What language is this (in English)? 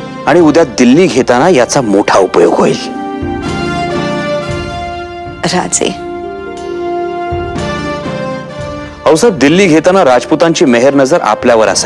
Marathi